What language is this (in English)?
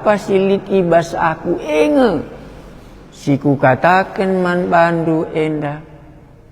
Batak Karo